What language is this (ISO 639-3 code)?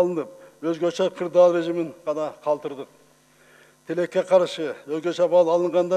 kir